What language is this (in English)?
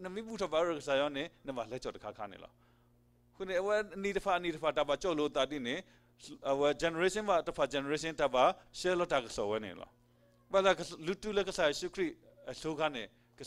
S'gaw Karen